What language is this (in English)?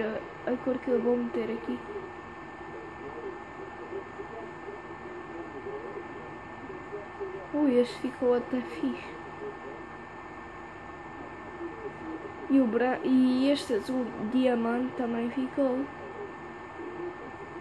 Portuguese